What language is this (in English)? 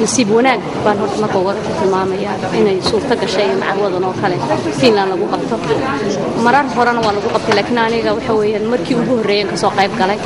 Somali